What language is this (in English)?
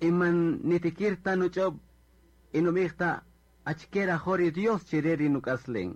Kaqchikel